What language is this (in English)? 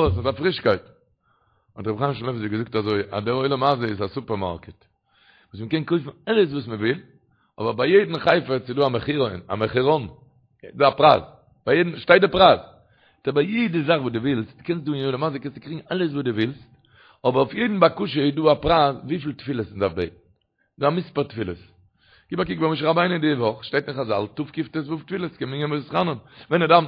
Yiddish